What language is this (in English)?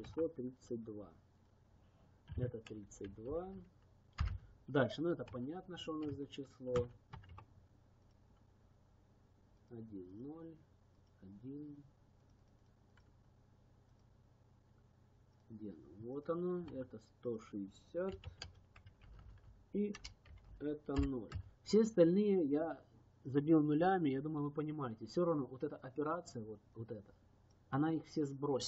Russian